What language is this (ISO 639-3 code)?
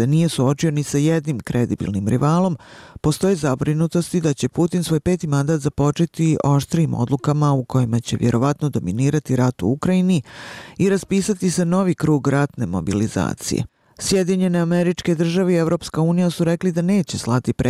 bos